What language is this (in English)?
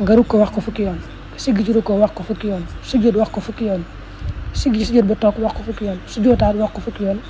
Wolof